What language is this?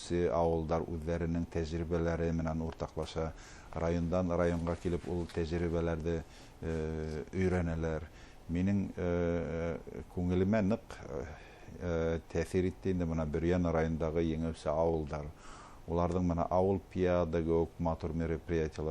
Bashkir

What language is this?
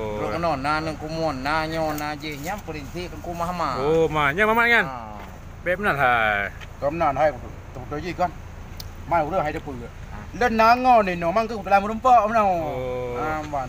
Achinese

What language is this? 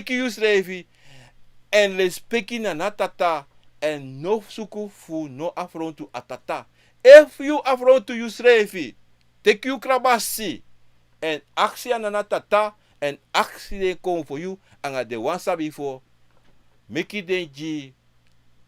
Sranan Tongo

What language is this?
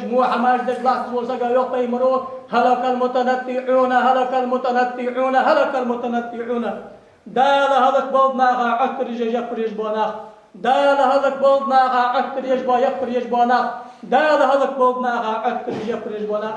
Ingush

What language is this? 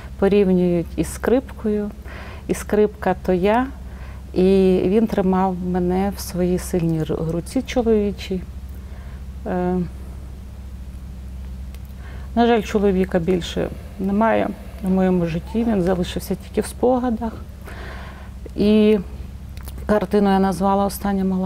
Ukrainian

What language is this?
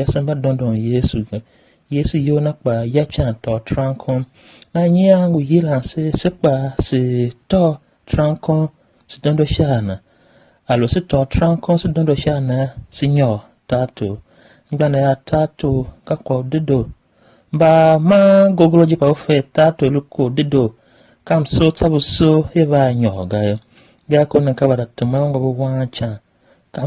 Tiv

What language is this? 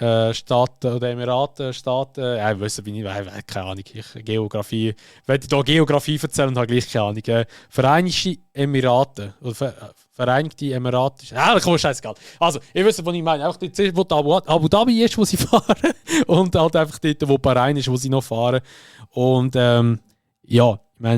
Swiss German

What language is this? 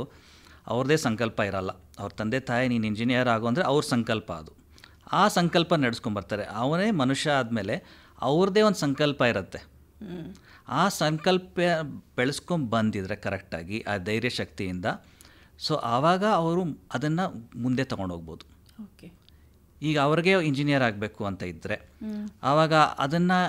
Kannada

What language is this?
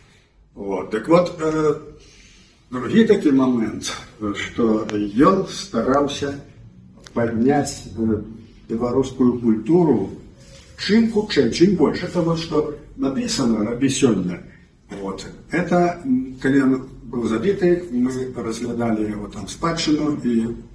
Belarusian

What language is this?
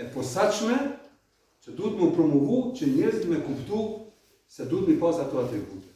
Albanian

